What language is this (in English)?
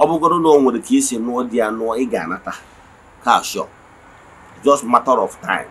Igbo